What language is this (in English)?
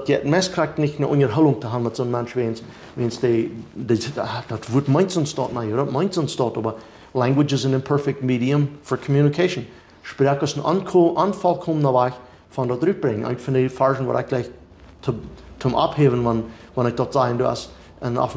Plautdietsch